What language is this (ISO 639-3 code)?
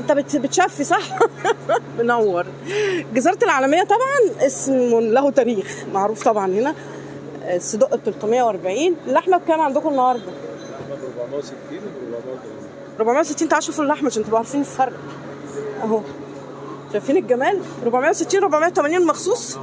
arz